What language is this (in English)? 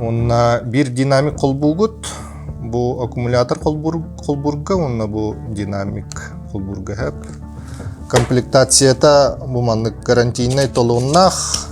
Yakut